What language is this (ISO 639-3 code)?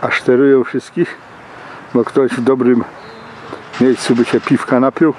szl